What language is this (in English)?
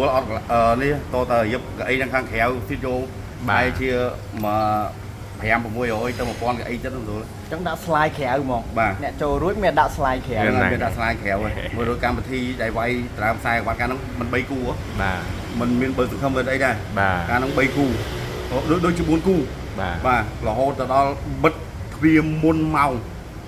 Khmer